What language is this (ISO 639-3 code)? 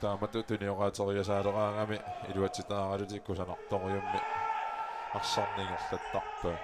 kal